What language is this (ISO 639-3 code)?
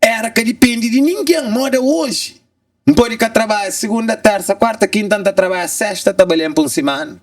kea